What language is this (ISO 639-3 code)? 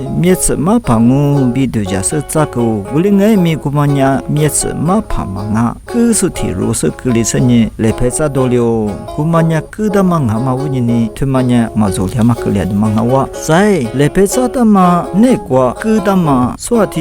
lis